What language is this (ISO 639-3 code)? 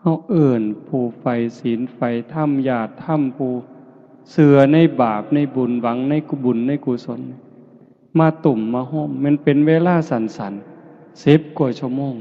lao